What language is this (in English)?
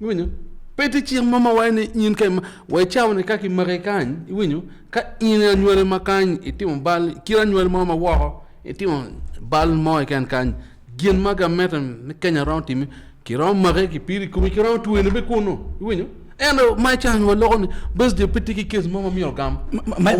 Acoli